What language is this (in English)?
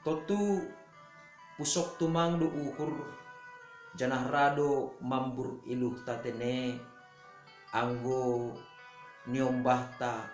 Batak Simalungun